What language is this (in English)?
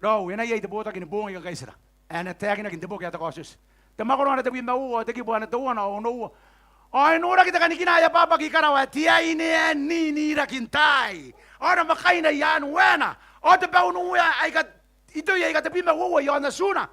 Gilbertese